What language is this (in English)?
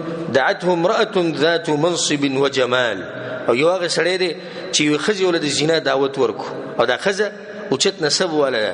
Pashto